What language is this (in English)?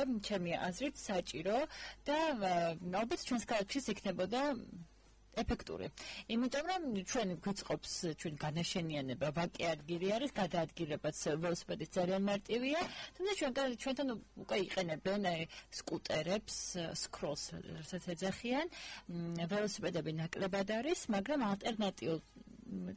Georgian